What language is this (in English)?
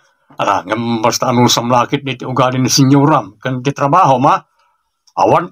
Iloko